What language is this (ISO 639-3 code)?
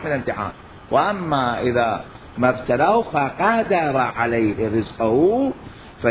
acm